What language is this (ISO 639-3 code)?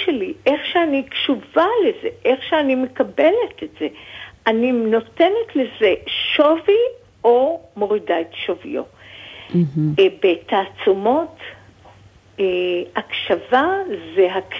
heb